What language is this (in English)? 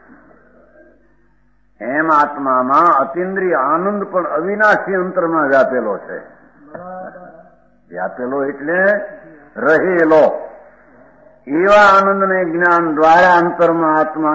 Gujarati